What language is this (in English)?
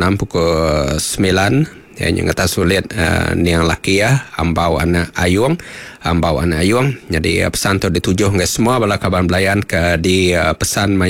Iban